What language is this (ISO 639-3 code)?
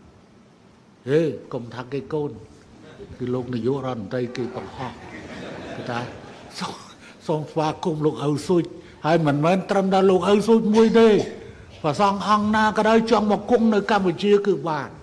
khm